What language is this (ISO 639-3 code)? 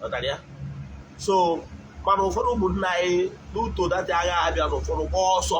ibo